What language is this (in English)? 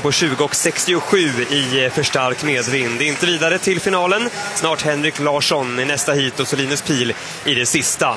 Swedish